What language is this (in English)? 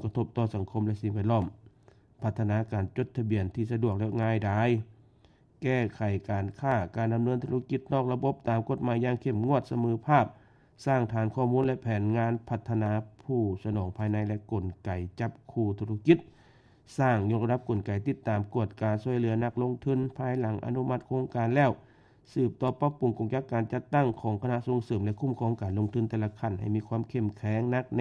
Lao